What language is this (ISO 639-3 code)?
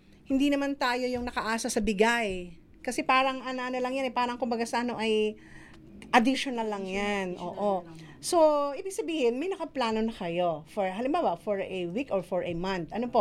fil